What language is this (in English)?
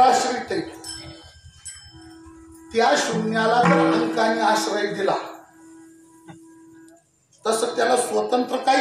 Marathi